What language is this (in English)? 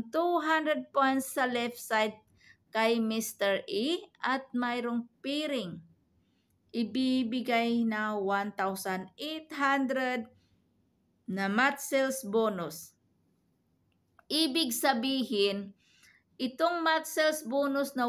Filipino